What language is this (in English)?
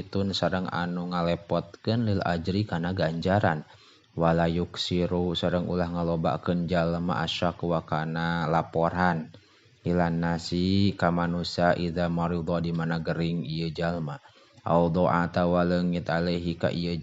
Sundanese